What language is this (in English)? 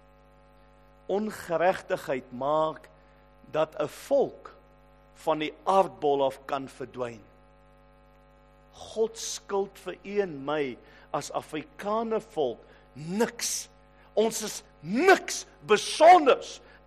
Afrikaans